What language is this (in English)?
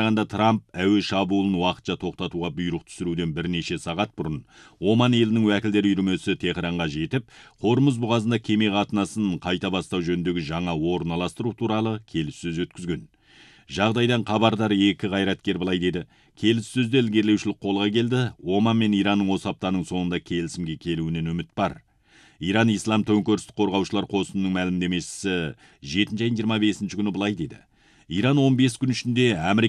Kazakh